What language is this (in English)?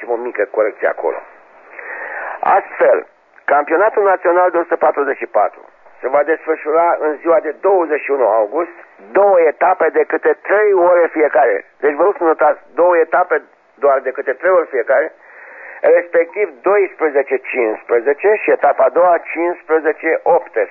Romanian